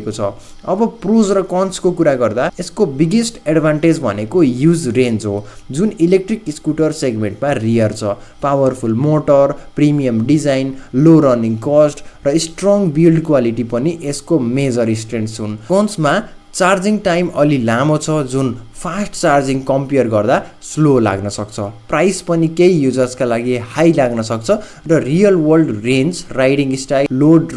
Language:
Nepali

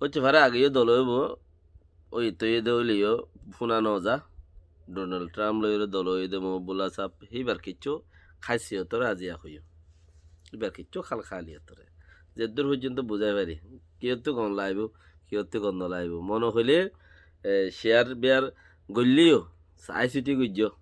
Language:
Rohingya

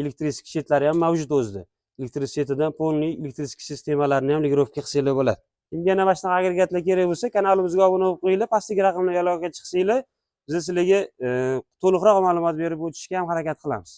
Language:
Uzbek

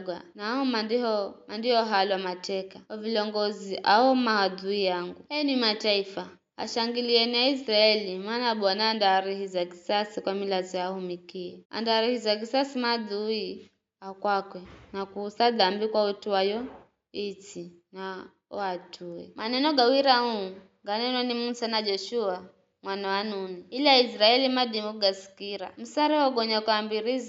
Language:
Giryama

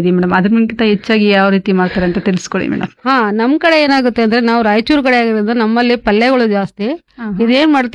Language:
Kannada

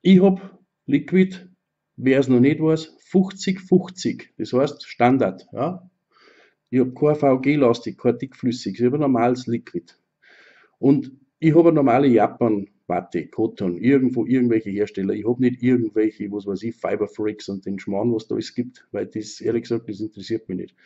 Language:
Bavarian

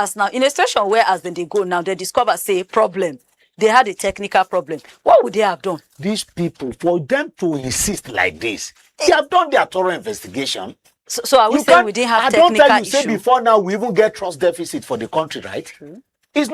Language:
Nigerian Pidgin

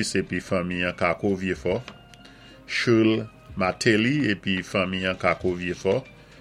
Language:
Saint Lucian Creole French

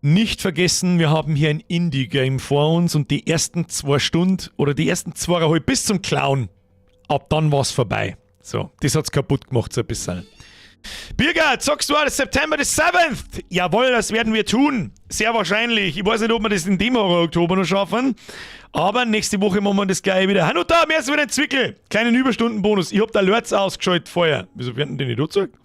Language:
Bavarian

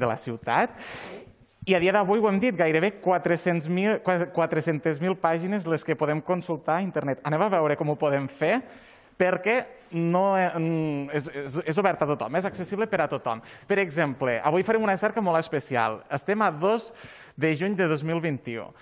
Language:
Catalan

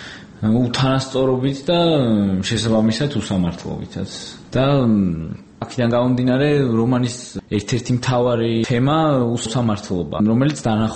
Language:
Georgian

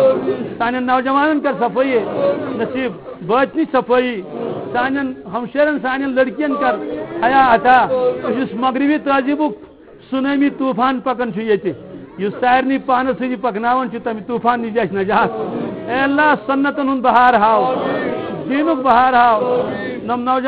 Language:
Kashmiri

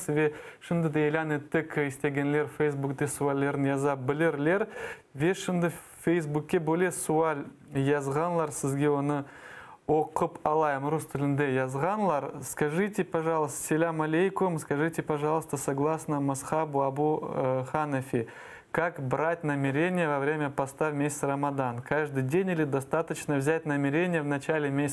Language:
Crimean Tatar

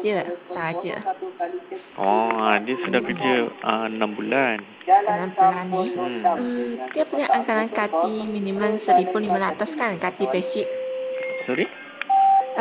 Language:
Malay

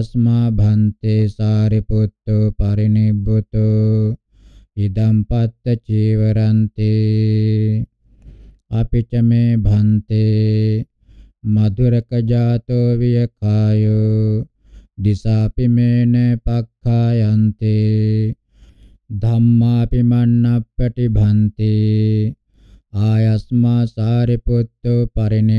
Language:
Pali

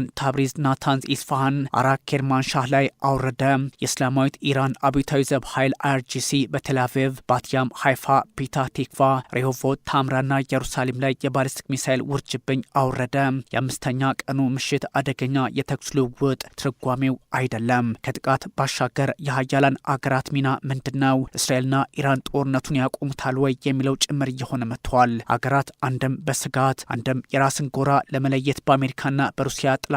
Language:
Amharic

